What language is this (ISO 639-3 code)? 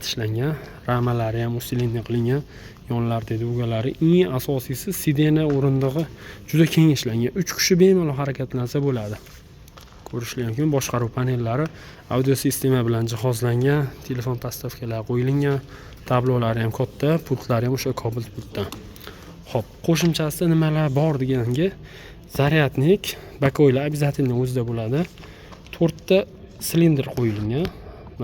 uzb